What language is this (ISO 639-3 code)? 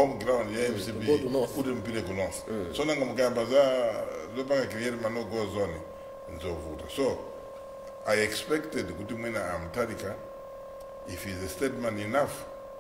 nya